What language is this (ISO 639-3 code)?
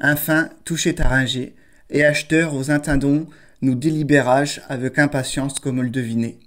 pcd